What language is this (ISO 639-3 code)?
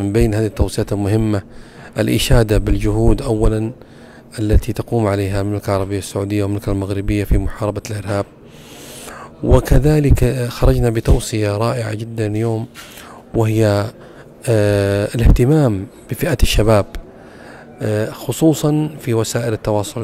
ara